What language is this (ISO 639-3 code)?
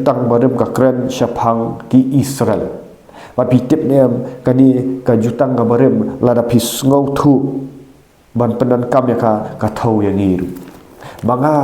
kha